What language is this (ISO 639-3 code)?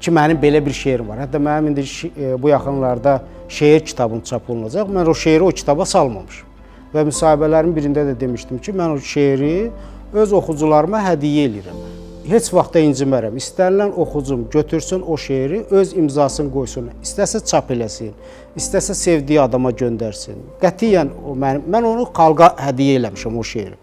aze